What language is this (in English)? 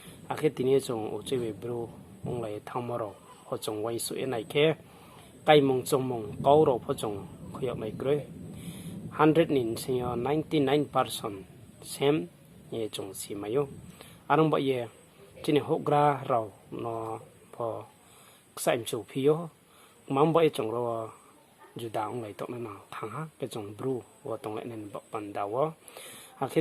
Riang (India)